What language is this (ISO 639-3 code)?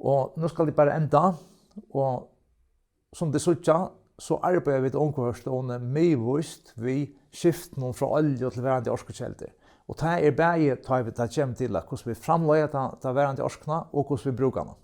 fao